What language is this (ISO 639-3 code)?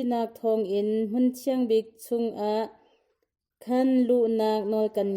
cnh